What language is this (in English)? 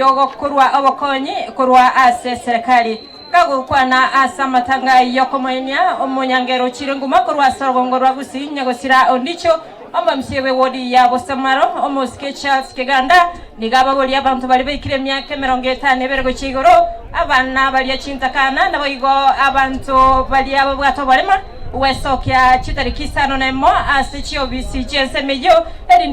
Gusii